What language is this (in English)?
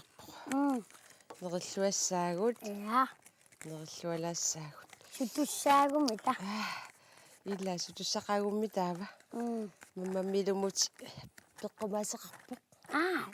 Kalaallisut